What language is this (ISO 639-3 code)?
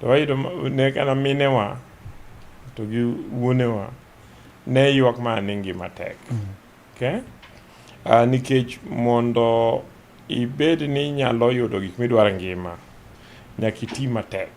luo